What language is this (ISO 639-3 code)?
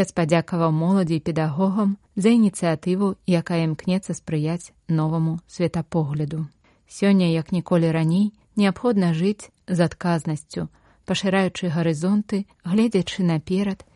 bel